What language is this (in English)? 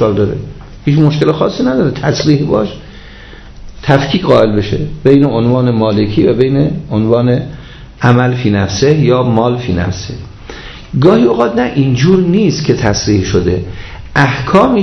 Persian